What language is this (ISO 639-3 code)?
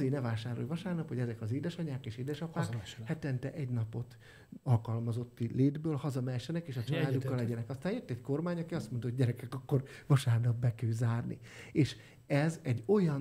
hun